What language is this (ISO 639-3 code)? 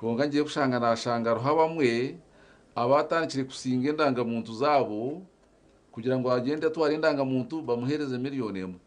nyn